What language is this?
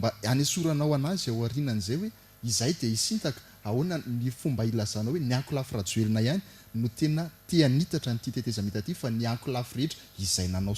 Malagasy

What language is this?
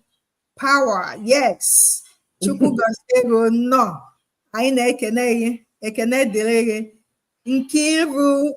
Igbo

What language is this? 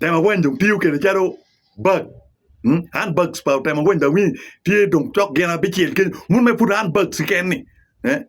Acoli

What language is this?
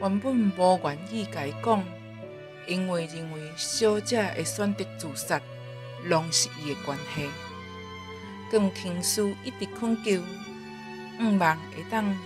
Min Nan Chinese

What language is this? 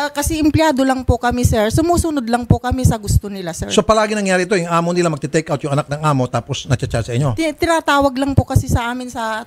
Filipino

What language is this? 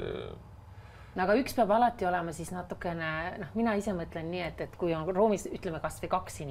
Estonian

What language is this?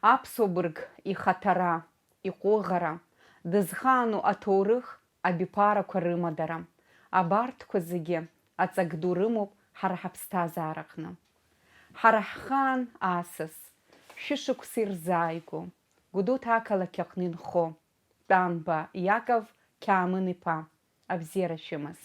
Abkhazian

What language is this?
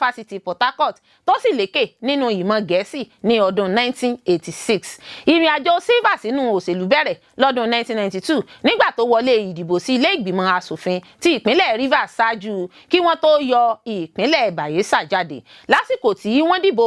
Yoruba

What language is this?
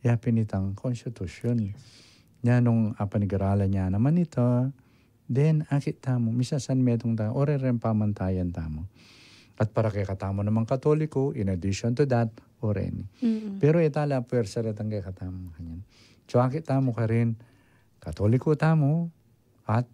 Pampanga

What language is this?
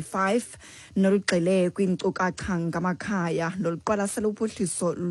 Xhosa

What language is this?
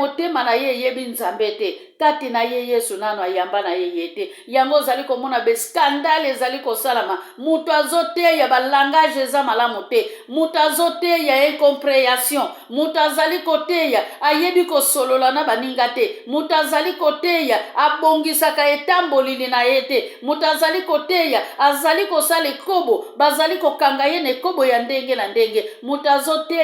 Lingala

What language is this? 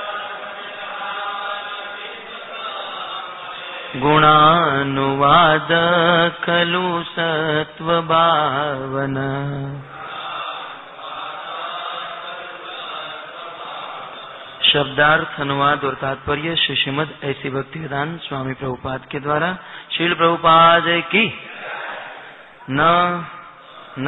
Hindi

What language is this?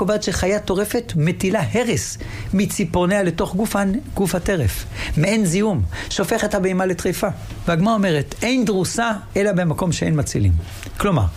Hebrew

